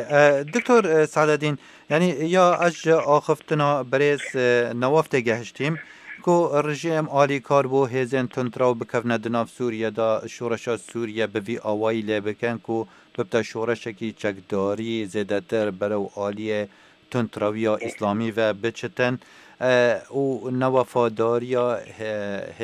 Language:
Kurdish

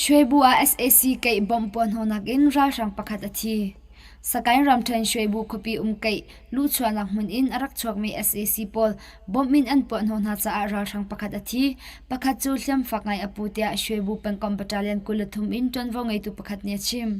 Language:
Hakha Chin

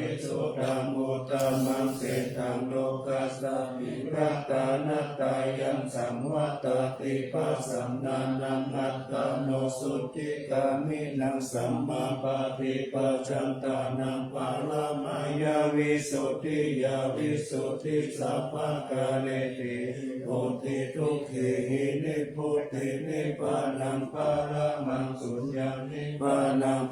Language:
Pali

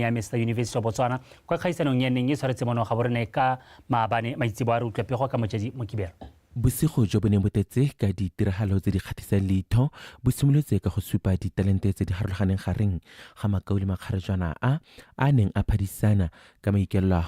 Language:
Tswana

